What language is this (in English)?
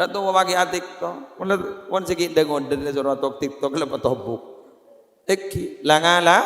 Madurese